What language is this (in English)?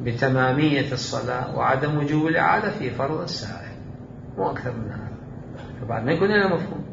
Mesopotamian Arabic